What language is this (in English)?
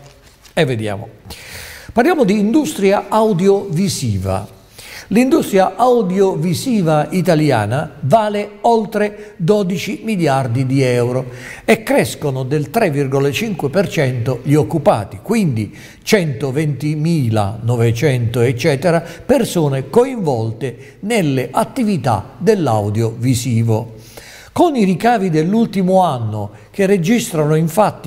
Italian